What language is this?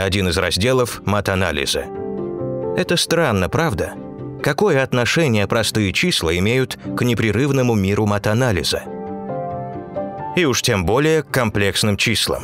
Russian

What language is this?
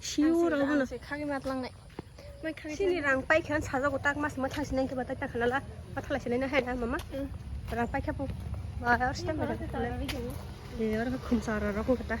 Kok Borok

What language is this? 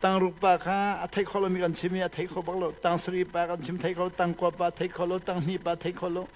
Hakha Chin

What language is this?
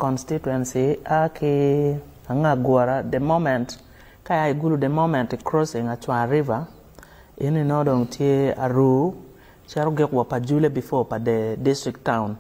Acoli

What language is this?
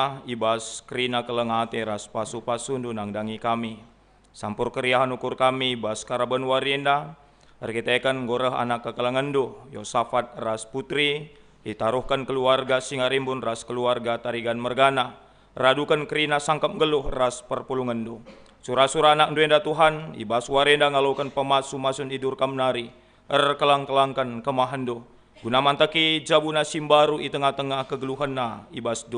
Batak Karo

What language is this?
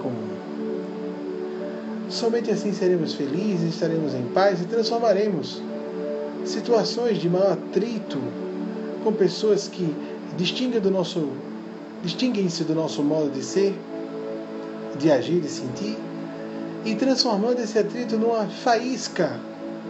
Portuguese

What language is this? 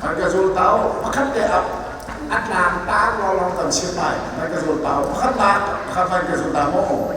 Hakha Chin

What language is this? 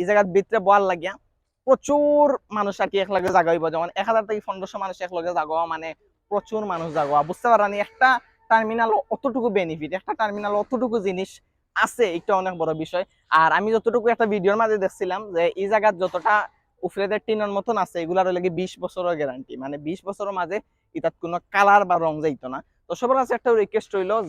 Sylheti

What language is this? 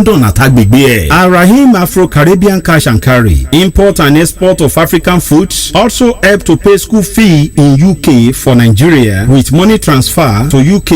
Yoruba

